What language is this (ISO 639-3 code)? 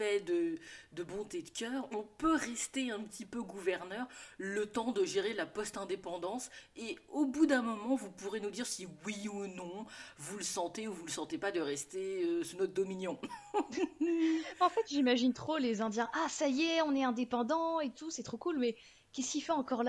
fra